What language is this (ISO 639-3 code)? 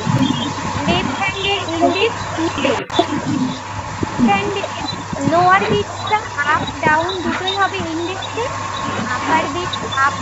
ben